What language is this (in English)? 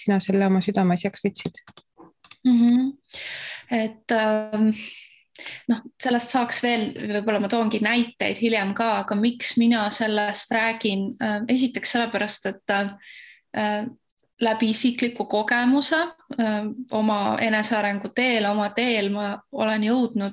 Estonian